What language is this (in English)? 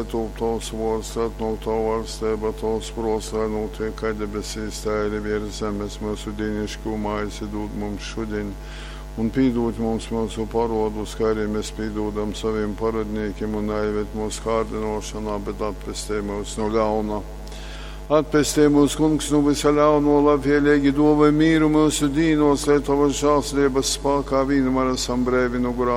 Latgalian